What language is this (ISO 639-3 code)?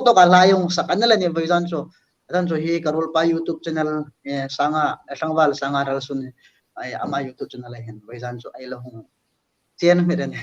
hmr